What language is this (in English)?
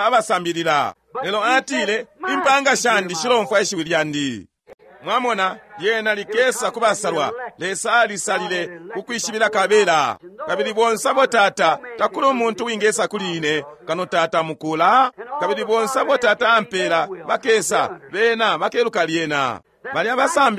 Bemba